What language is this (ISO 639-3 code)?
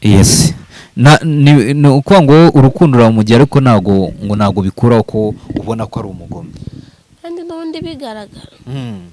kin